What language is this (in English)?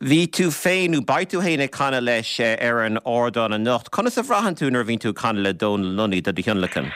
Irish